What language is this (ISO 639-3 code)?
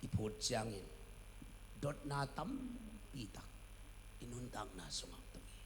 ctd